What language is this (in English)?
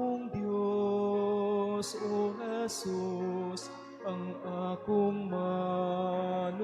Cebuano